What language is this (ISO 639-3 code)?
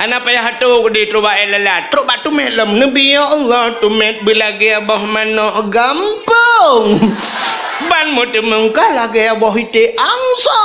ace